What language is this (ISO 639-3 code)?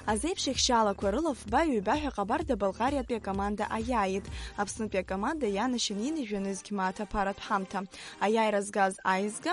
abk